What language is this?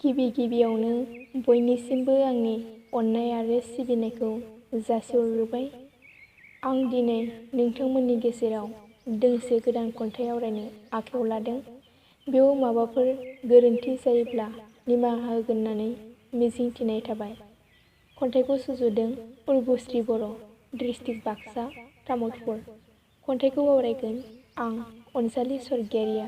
Bodo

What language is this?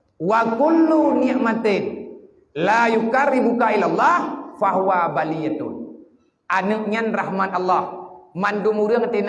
Achinese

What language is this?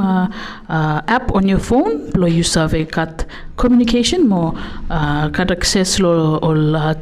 Bislama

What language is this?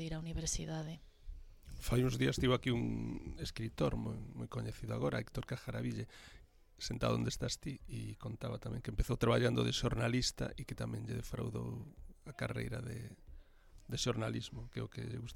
Galician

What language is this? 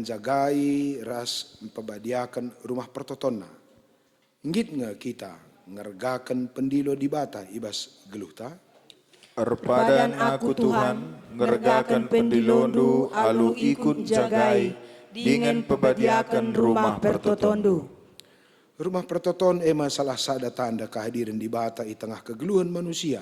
Batak Karo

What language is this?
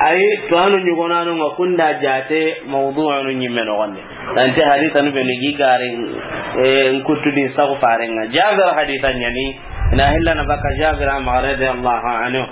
Soninke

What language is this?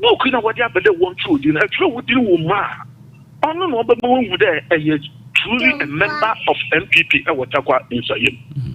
Akan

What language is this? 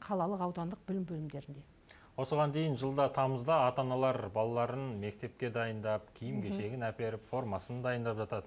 Kazakh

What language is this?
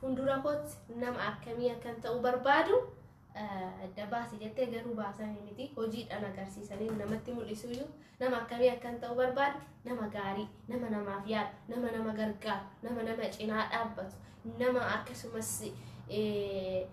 Oromo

